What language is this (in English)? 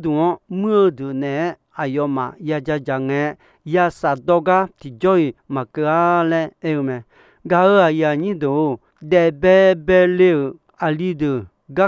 Akha